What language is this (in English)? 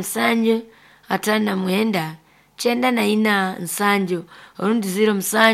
Nyoro